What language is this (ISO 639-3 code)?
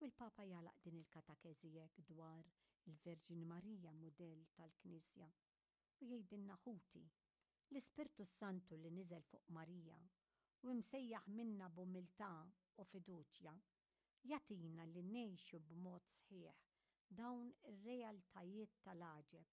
mlt